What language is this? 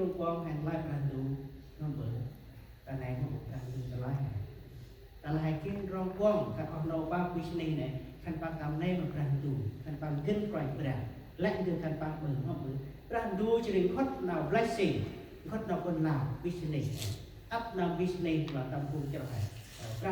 Central Mnong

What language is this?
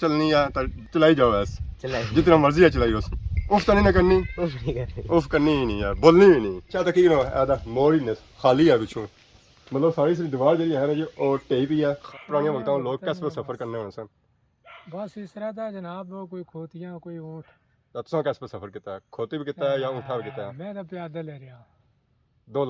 Pahari-Potwari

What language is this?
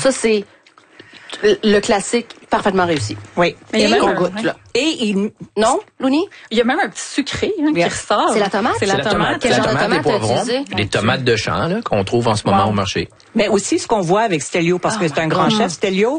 French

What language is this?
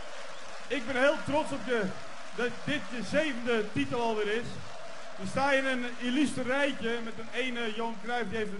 Dutch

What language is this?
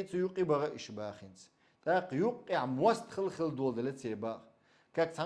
Chechen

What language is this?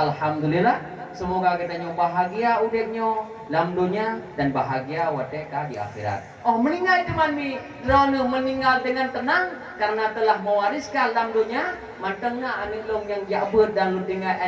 Achinese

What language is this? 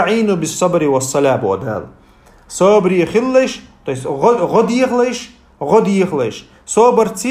Chechen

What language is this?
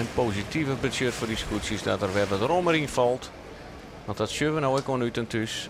Western Frisian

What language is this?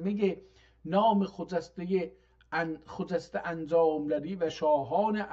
South Azerbaijani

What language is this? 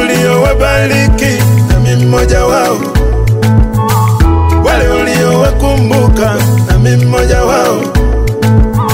Swahili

